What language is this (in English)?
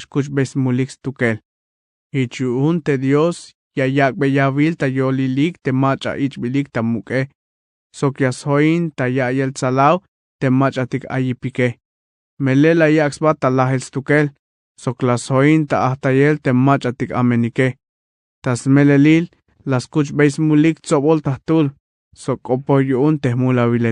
Tzeltal